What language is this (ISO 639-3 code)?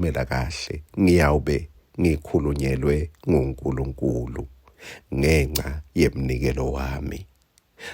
ssw